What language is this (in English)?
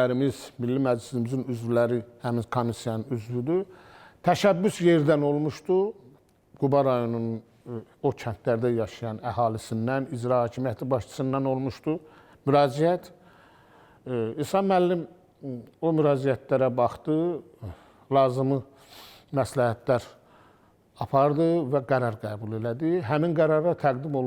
Azerbaijani